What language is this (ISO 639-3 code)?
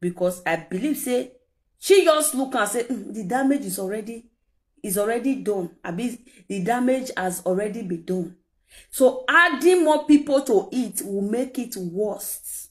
pcm